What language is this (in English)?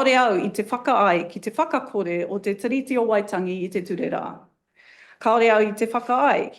Māori